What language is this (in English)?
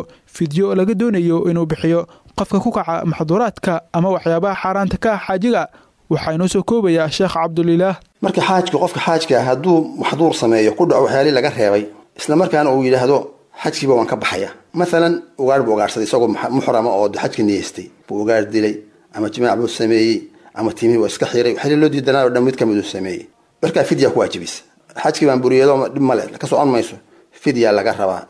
Somali